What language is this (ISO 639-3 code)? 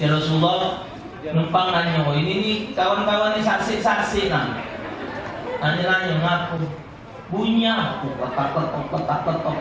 mui